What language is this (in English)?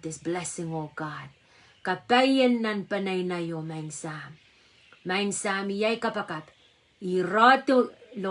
Pohnpeian